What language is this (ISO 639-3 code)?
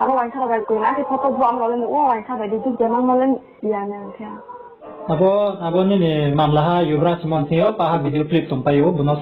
ria